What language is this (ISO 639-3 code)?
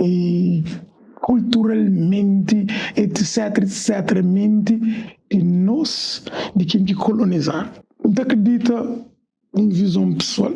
kea